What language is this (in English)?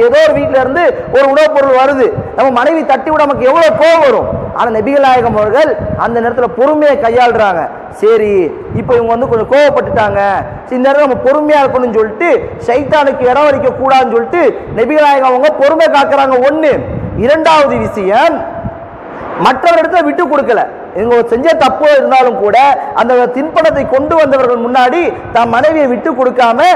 Tamil